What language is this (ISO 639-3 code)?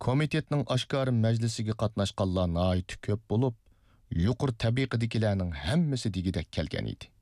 uig